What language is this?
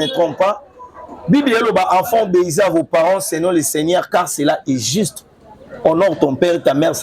Lingala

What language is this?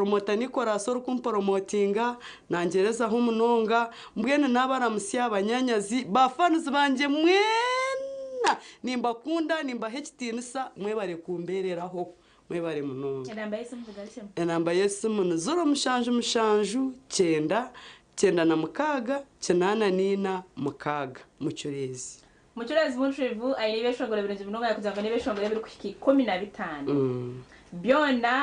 Nyankole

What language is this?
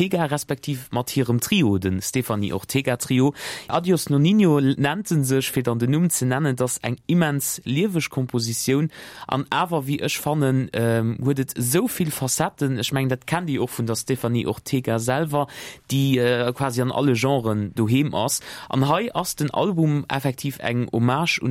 Luxembourgish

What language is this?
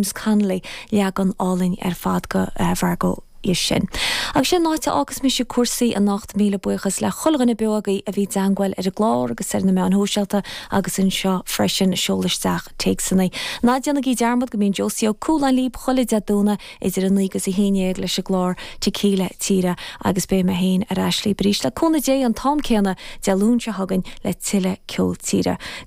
Irish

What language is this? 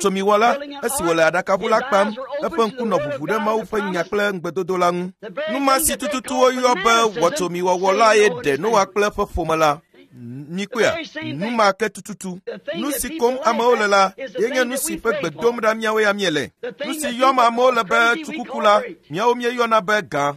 Ewe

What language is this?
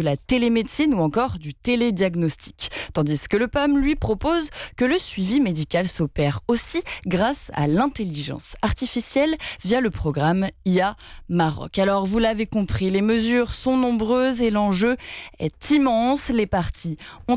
French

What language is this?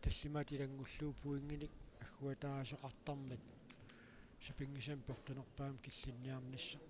Kalaallisut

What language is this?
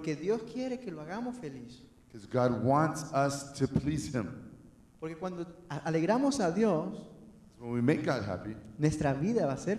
Spanish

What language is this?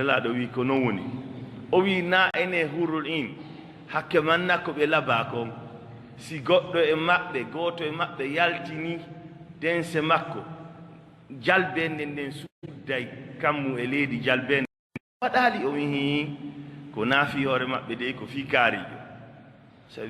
Fula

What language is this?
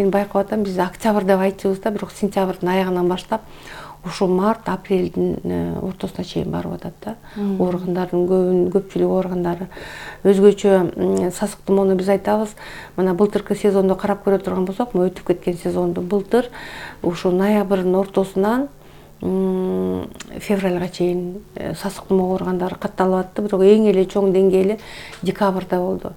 Kyrgyz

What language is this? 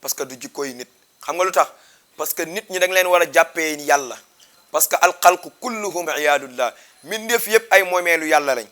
Wolof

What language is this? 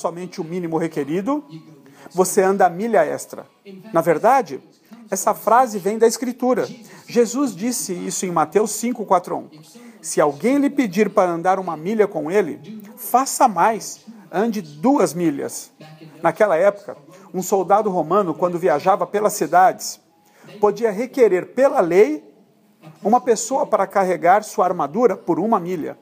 Portuguese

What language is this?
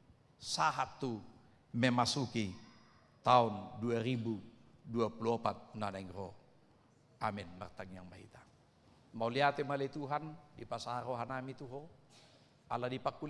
Batak Toba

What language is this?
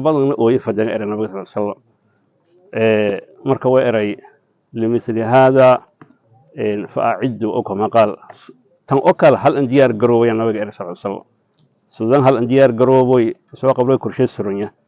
Somali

